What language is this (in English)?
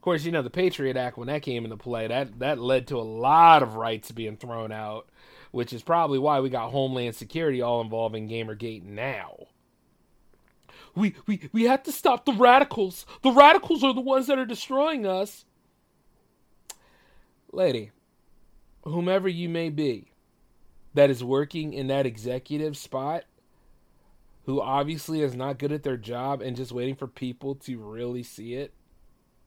English